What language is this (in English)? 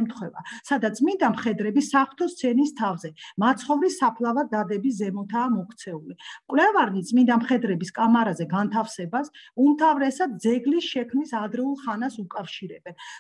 Georgian